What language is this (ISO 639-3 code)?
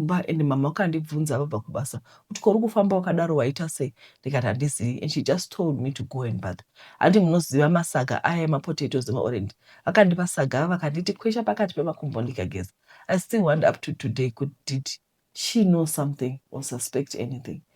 sna